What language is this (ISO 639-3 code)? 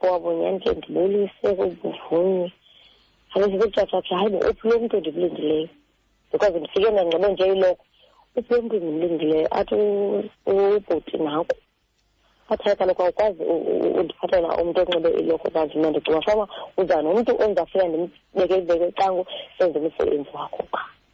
xho